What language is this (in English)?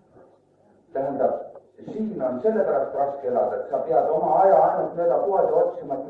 Estonian